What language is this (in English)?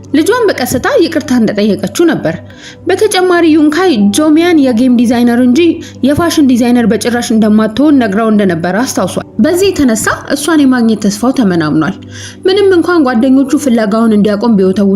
Amharic